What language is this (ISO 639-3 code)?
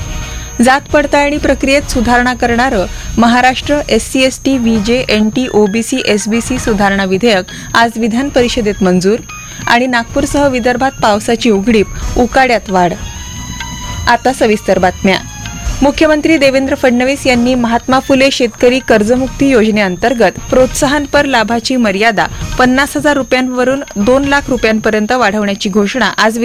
mar